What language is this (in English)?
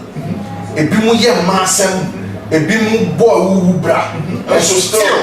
Akan